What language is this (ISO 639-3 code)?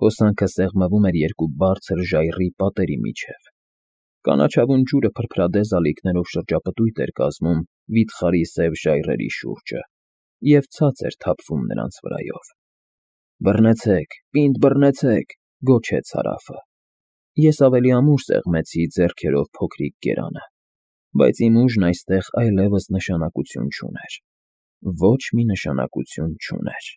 hye